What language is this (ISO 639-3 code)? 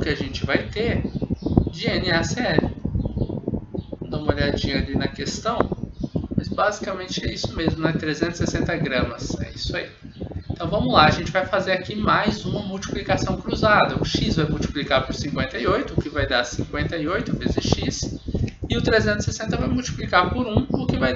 por